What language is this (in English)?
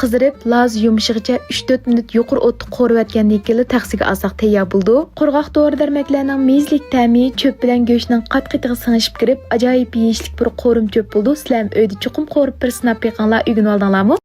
Uyghur